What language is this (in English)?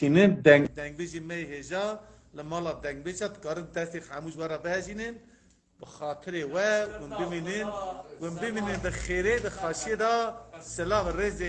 Kurdish